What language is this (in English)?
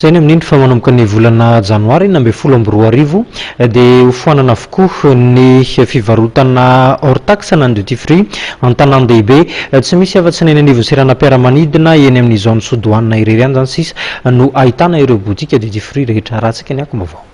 Malagasy